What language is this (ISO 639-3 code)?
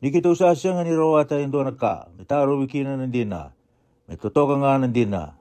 fij